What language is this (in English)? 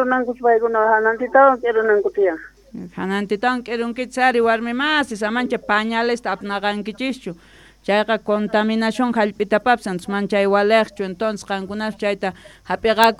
South Bolivian Quechua